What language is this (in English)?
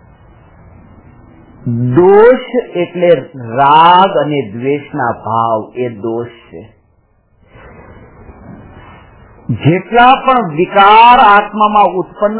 Gujarati